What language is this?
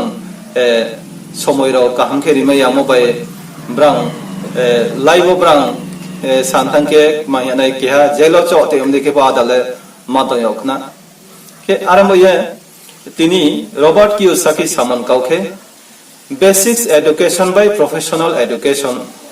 Riang (India)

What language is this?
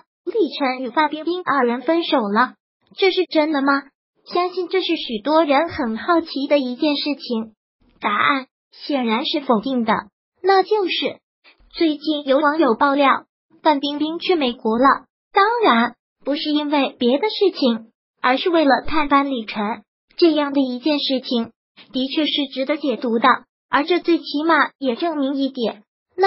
Chinese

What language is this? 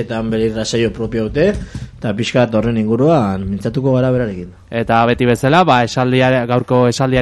Basque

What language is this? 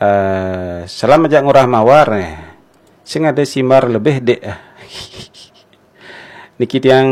Balinese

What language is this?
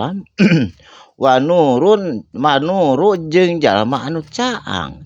Sundanese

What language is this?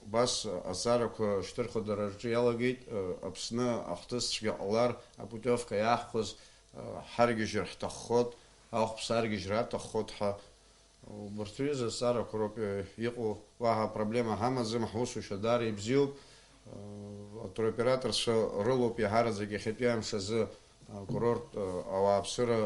Abkhazian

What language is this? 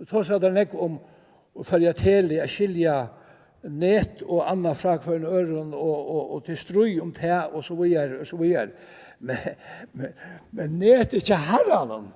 Faroese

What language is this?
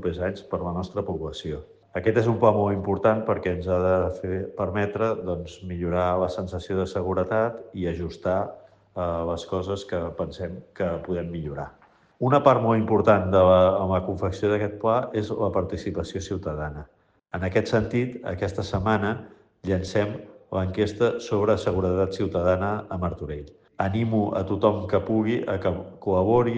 Catalan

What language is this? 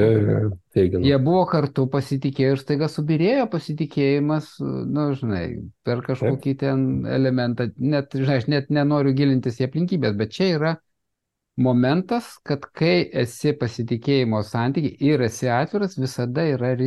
Lithuanian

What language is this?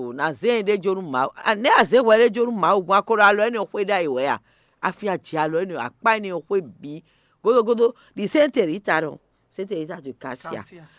Fon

